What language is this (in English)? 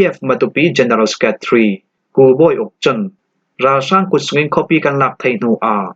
Falam Chin